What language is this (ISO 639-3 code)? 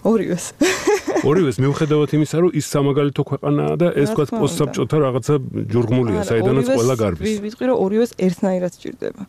kat